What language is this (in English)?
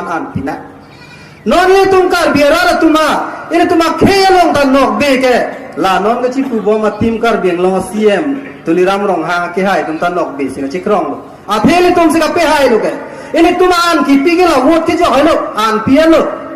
Karbi